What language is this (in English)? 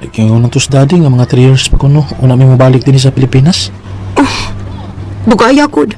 Cebuano